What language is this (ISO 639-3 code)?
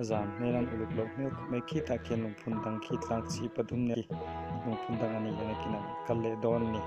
lus